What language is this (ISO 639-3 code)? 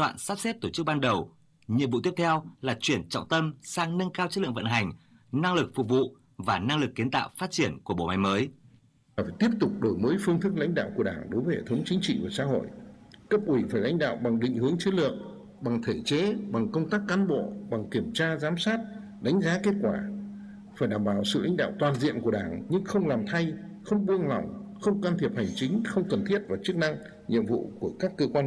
vie